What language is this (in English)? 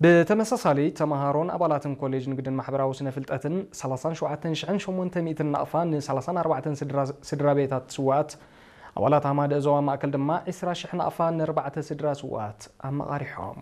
Tigrinya